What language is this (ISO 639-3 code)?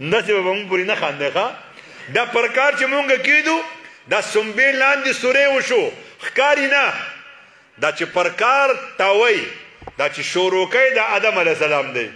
pus